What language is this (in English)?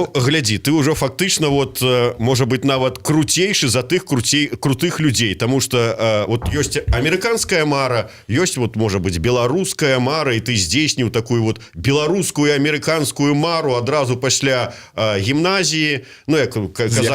Belarusian